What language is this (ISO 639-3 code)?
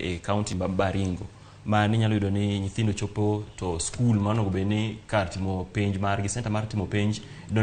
luo